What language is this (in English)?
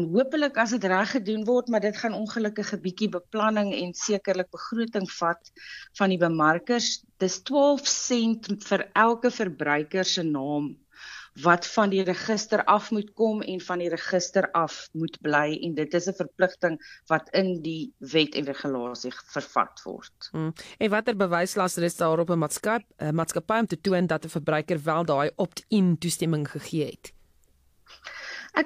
Afrikaans